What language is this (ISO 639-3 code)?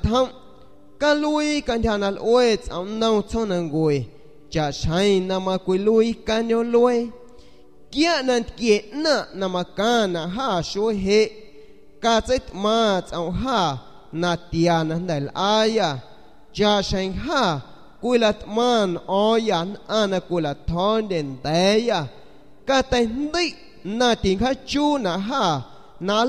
azg